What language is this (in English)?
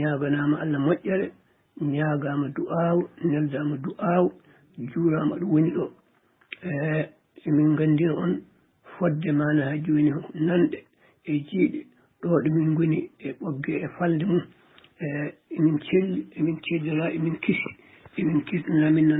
Fula